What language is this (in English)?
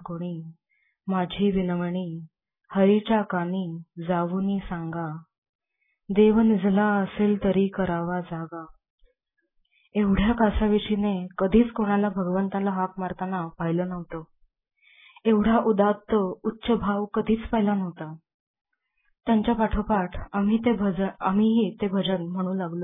Marathi